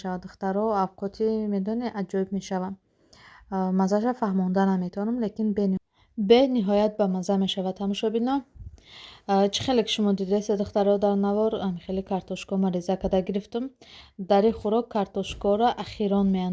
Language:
Tajik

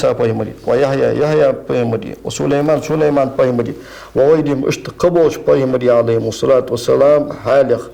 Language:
Ingush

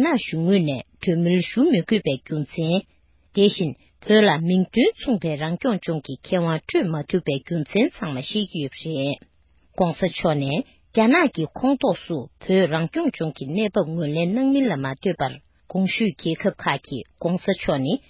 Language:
Tibetan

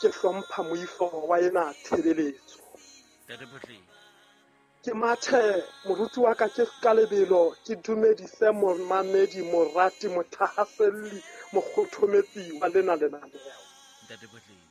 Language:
Southern Sotho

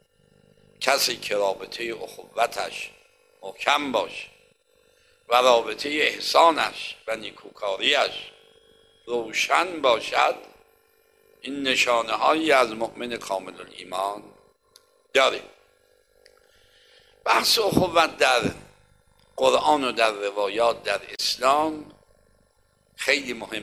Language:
Persian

